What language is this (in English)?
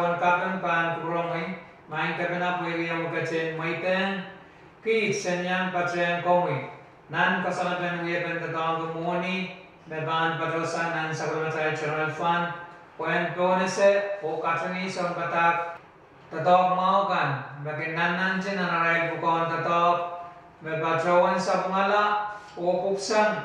Pohnpeian